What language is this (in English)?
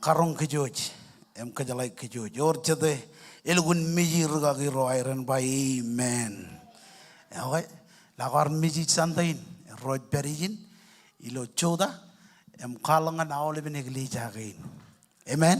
Marshallese